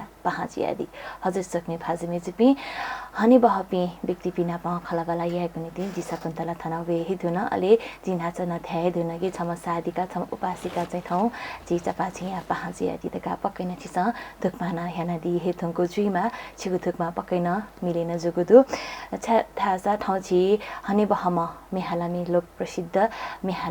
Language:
Newari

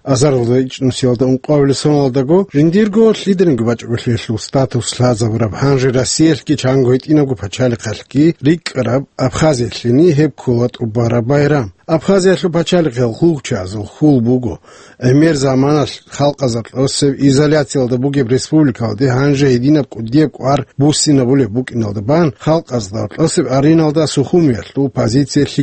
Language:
Avaric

